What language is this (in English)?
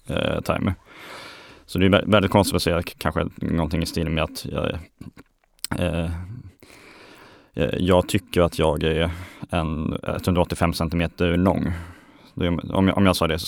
Swedish